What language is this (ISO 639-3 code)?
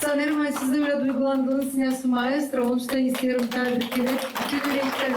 gag